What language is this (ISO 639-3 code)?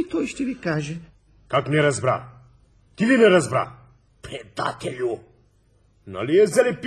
bul